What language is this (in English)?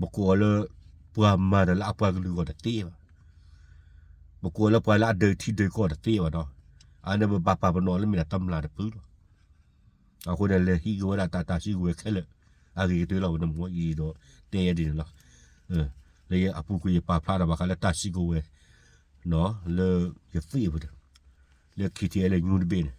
S'gaw Karen